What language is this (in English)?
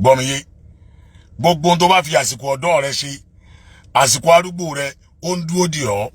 Yoruba